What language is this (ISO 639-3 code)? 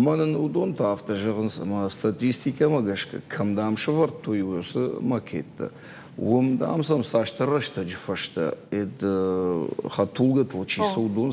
oss